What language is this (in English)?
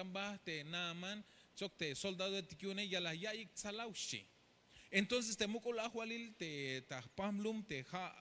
Tzeltal